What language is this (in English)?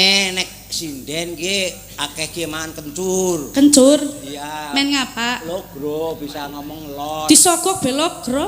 Javanese